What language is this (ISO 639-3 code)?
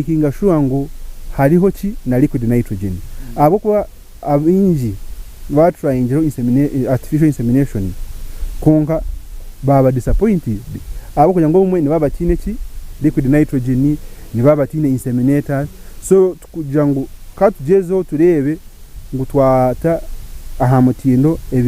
nyn